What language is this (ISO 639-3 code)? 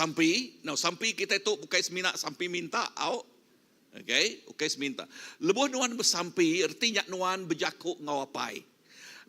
iba